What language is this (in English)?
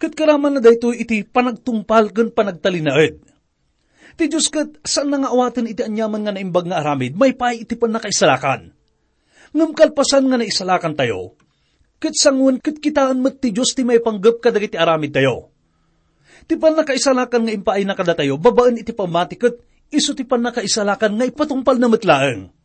Iloko